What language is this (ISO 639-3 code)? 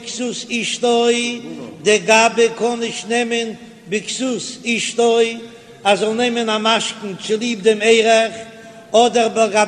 yid